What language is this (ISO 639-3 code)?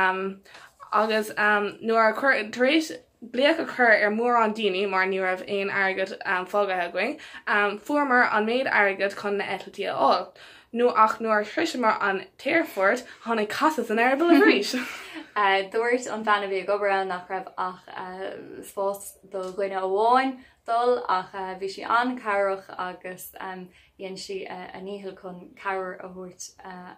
gle